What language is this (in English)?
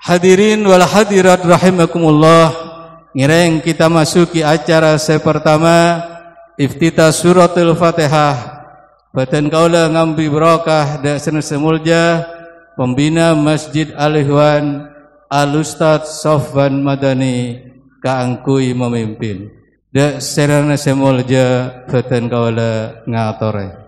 Madurese